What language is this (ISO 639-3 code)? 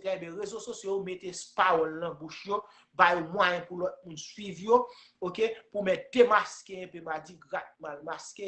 hat